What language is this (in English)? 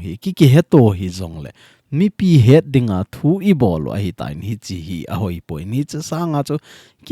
Thado Chin